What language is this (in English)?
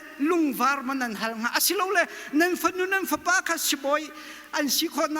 Hakha Chin